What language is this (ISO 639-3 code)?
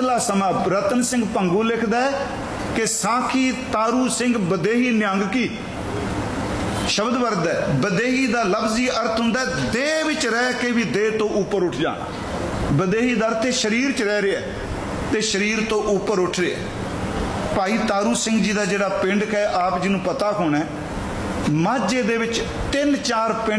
pan